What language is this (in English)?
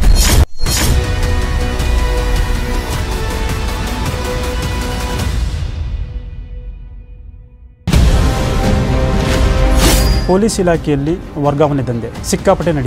Kannada